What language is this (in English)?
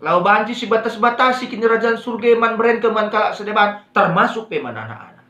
Batak Karo